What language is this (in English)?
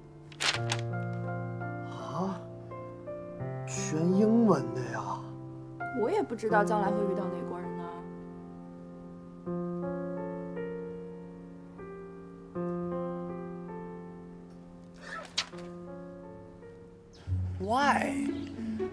Chinese